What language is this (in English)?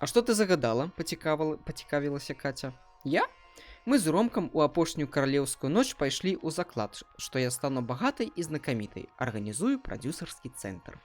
Belarusian